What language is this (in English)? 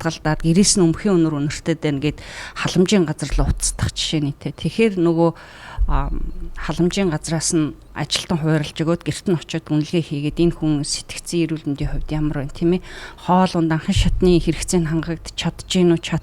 Mongolian